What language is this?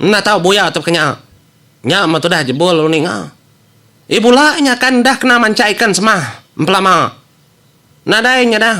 Iban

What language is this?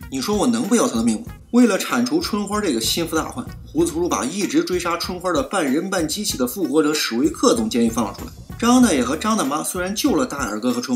Chinese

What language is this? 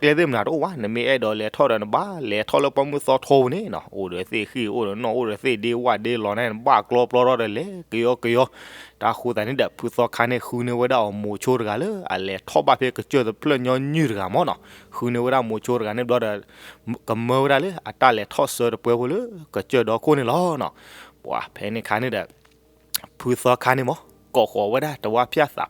S'gaw Karen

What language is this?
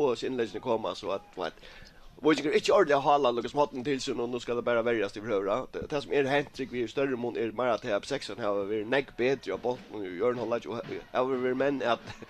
Faroese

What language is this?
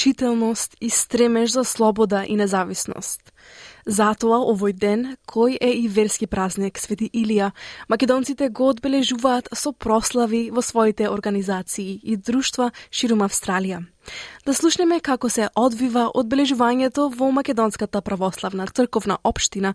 Macedonian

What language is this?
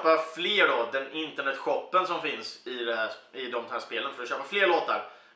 Swedish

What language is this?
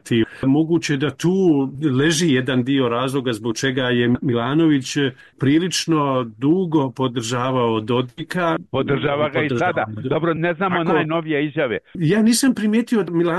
Croatian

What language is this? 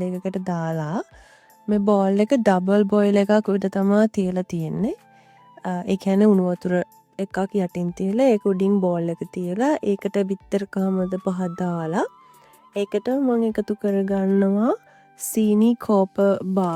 Sinhala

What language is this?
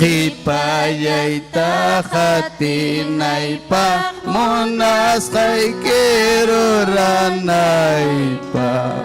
Ayacucho Quechua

